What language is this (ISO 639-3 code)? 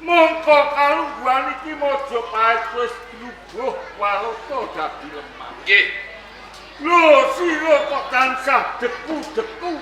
jav